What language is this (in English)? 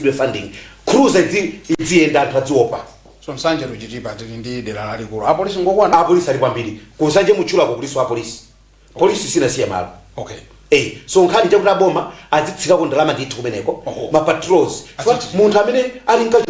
Nyanja